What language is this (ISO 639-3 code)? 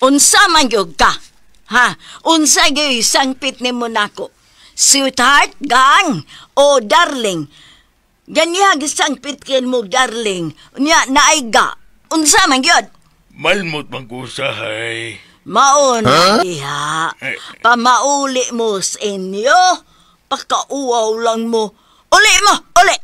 ceb